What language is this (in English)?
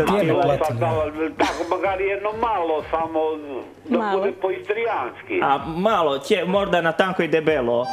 Croatian